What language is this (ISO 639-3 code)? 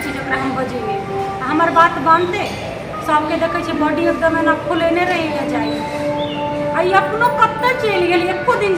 mai